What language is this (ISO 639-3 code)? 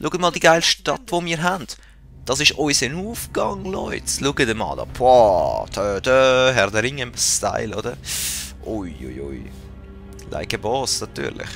gsw